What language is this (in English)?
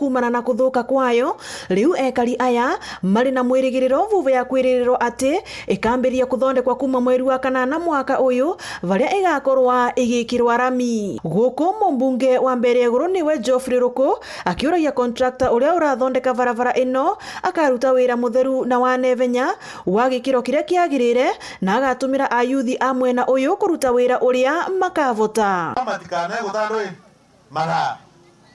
Meru